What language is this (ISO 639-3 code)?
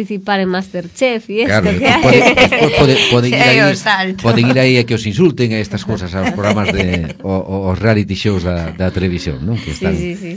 glg